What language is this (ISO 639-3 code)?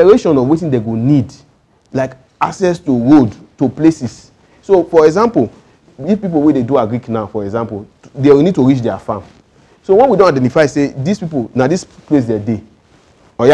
pcm